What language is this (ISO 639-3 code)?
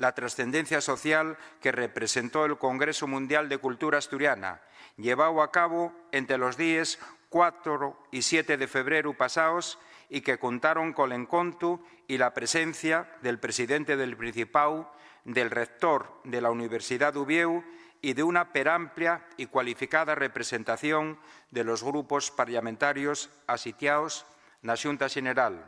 ast